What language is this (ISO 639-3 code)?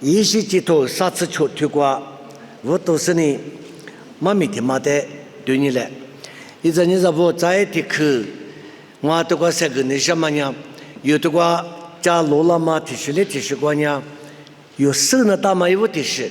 lis